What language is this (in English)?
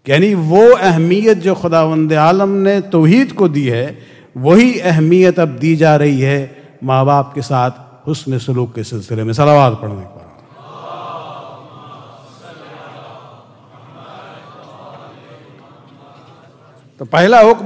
Urdu